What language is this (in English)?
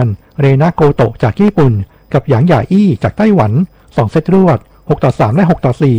Thai